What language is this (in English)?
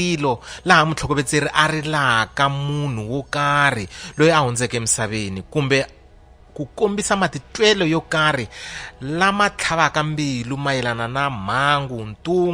Tsonga